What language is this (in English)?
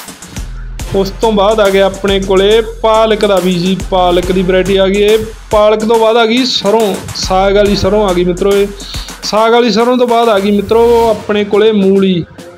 Punjabi